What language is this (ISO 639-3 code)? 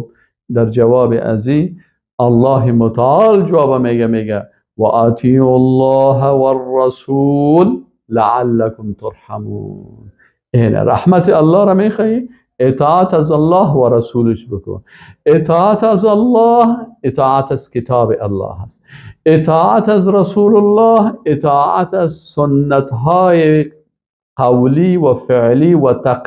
fas